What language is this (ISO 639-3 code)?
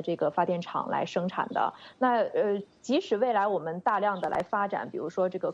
zho